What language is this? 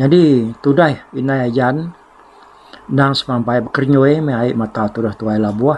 Iban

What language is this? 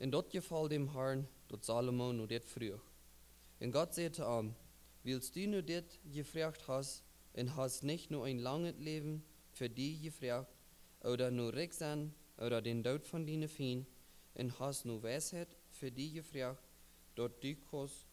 Plautdietsch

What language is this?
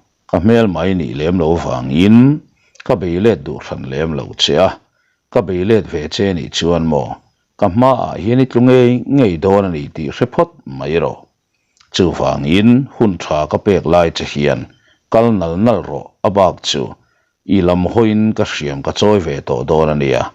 Mizo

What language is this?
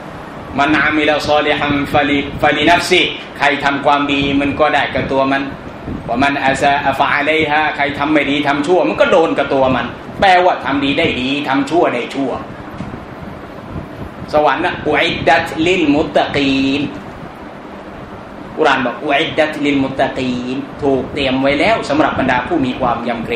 Thai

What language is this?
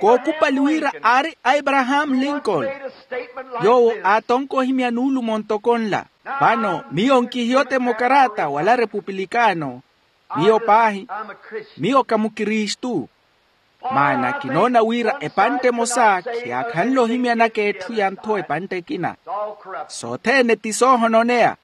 Makhuwa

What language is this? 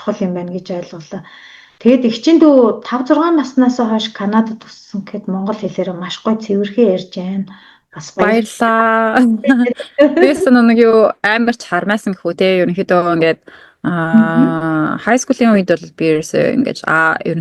Mongolian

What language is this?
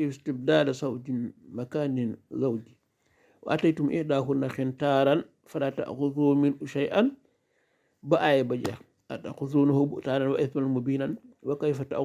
Wolof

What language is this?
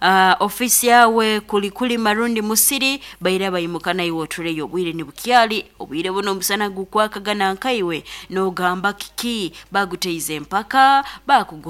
Nyoro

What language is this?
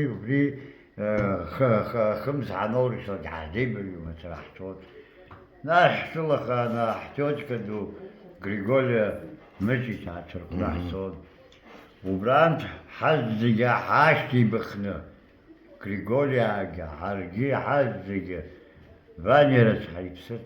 Abkhazian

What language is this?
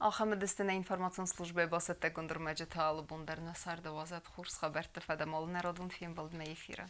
Ossetic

